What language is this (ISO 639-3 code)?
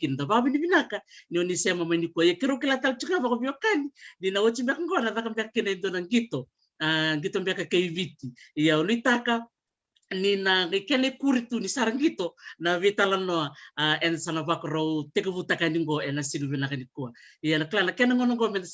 fij